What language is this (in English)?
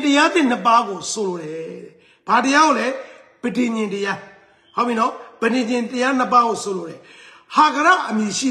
Burmese